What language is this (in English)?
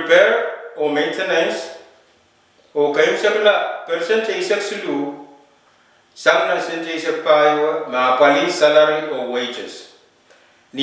Pohnpeian